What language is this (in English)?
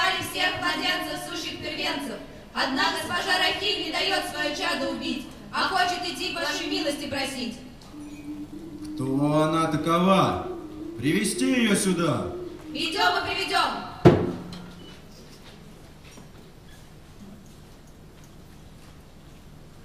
Russian